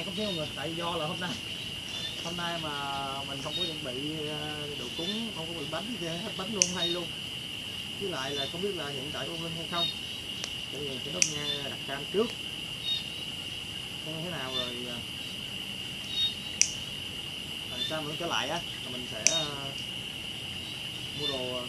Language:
Vietnamese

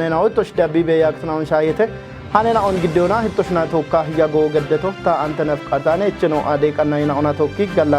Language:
Kafa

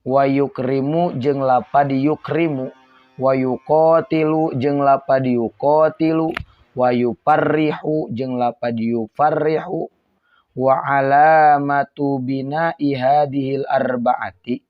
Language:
Sundanese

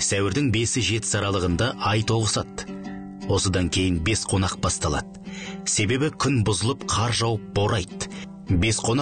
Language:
Kazakh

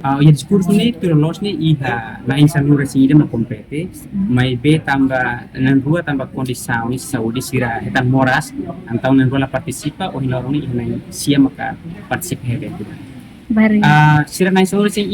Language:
Tetum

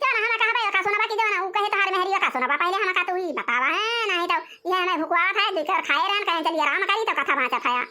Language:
Awadhi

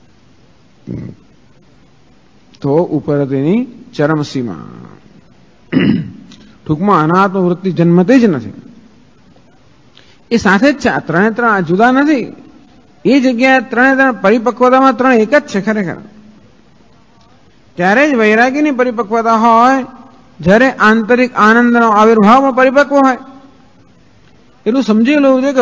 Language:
Gujarati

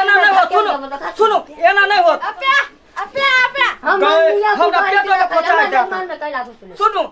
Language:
Maithili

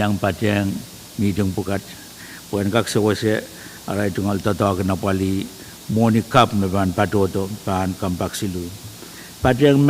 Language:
Pohnpeian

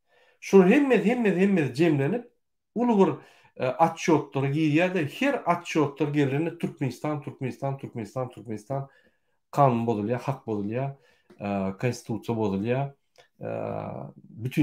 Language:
Turkmen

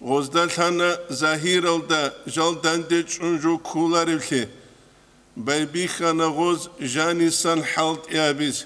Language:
Avaric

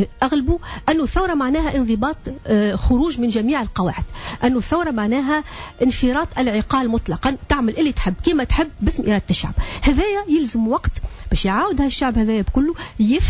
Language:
Tunisian Arabic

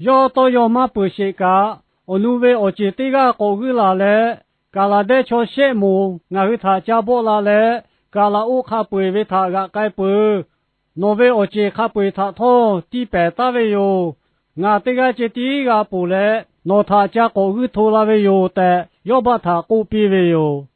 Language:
Lahu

